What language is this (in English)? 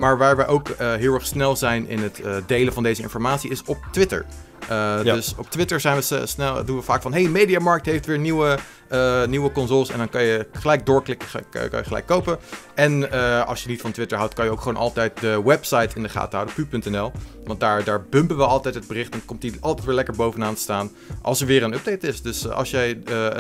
Dutch